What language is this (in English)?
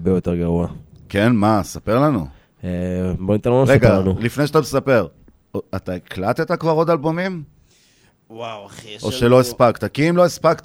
Hebrew